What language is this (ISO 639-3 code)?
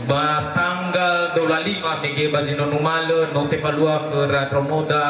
nia